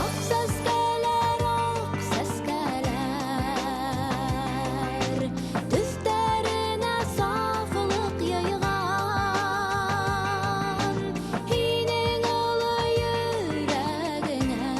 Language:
Bashkir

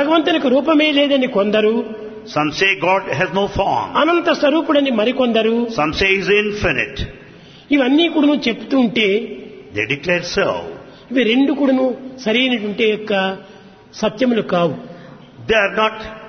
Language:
Telugu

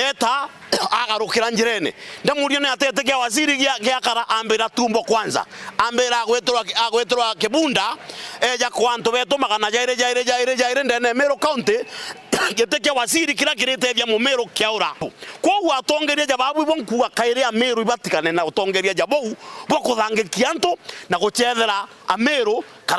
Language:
Meru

